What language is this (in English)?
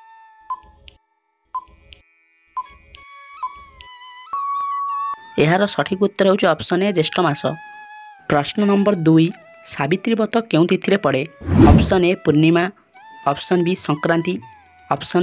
Odia